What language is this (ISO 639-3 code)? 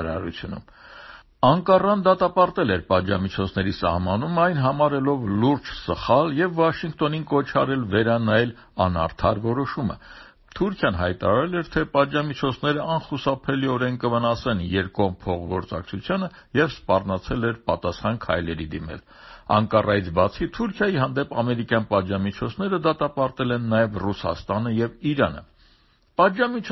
hye